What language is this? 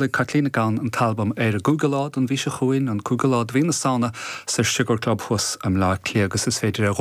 Irish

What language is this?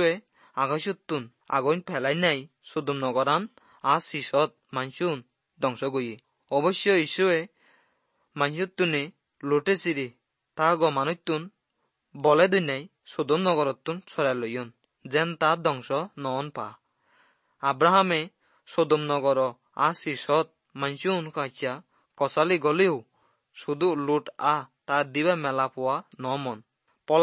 Assamese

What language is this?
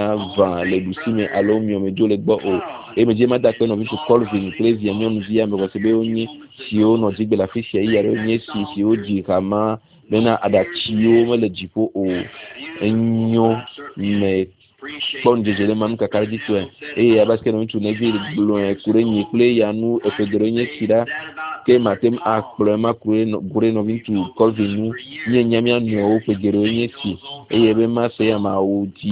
Ewe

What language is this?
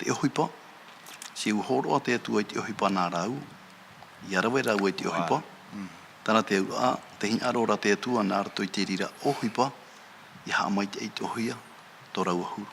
Tahitian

